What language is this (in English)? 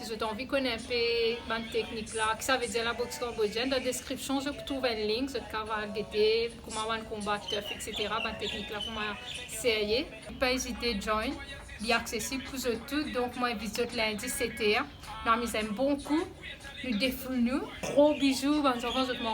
Morisyen